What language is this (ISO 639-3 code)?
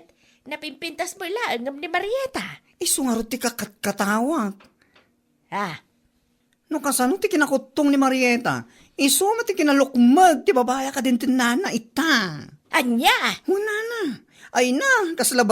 ilo